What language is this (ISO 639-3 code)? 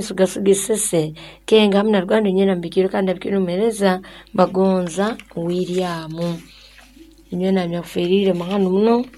nyo